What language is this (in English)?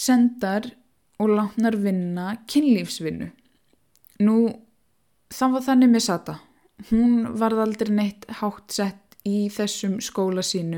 Icelandic